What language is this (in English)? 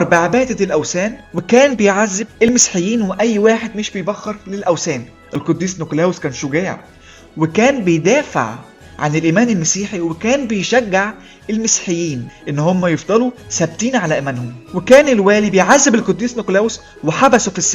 Egyptian Arabic